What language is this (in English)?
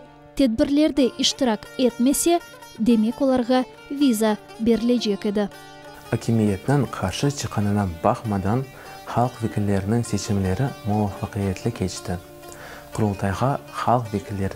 Crimean Tatar